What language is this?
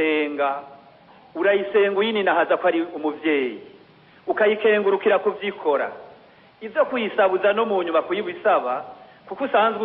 Rundi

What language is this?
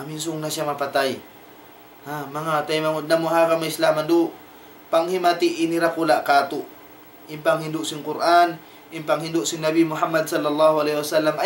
Tausug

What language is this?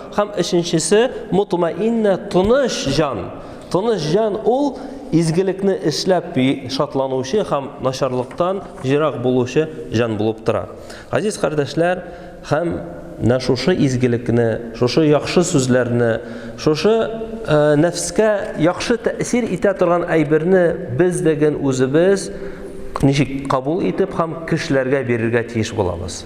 Tatar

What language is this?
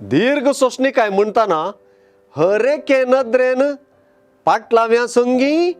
Konkani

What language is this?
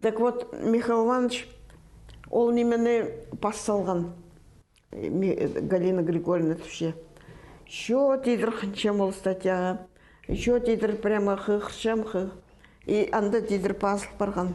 Khakas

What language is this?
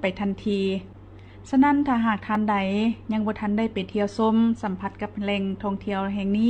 Lao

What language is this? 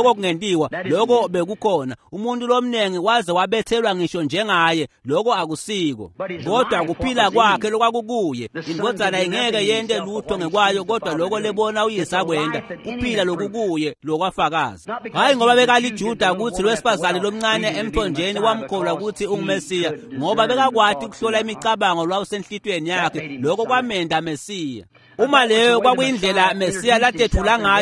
Swati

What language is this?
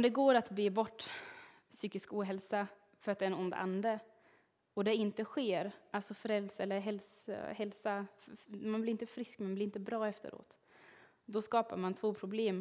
Swedish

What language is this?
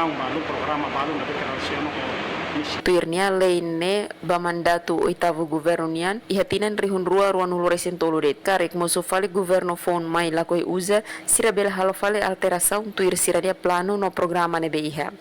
Tetum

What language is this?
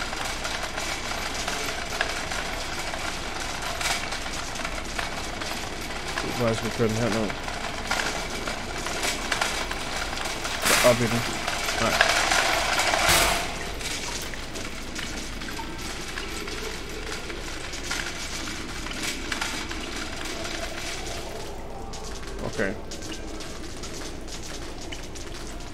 Danish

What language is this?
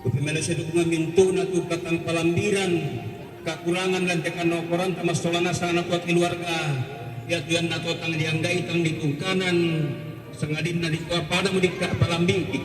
Toraja-Sa'dan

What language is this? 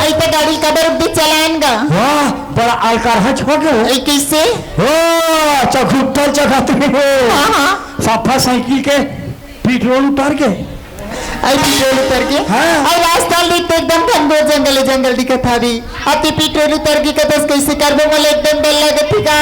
Chhattisgarhi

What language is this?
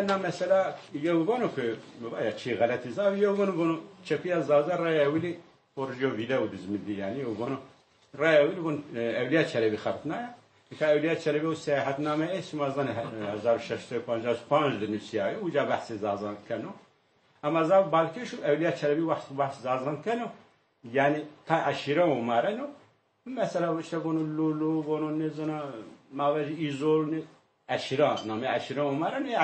Zaza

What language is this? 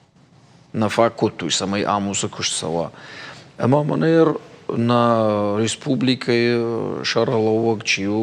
Ossetic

